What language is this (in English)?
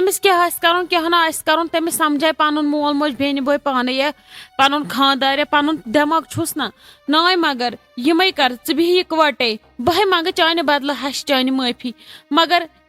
Kashmiri